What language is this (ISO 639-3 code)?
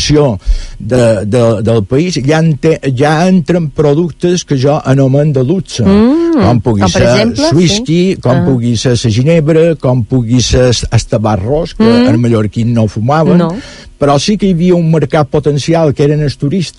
cat